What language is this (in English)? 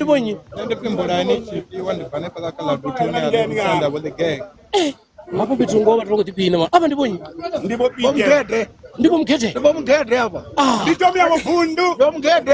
Venda